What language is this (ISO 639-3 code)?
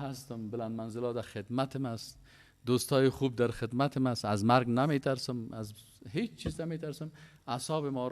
fas